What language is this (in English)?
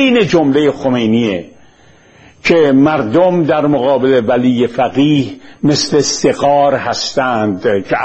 Persian